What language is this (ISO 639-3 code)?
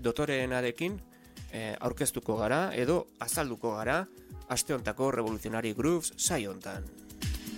eus